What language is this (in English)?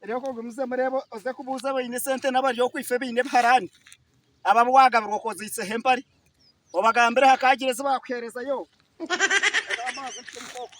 Nyankole